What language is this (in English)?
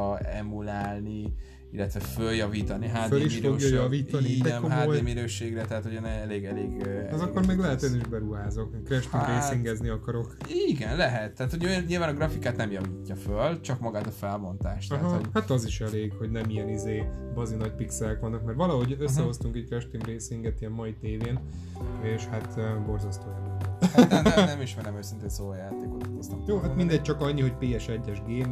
Hungarian